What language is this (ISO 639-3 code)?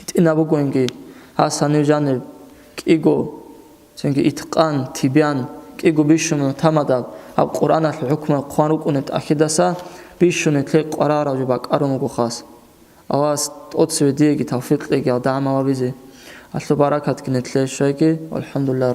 ava